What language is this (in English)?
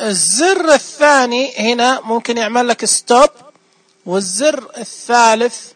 Najdi Arabic